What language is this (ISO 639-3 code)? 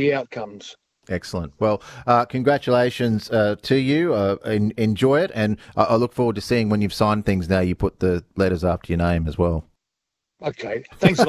eng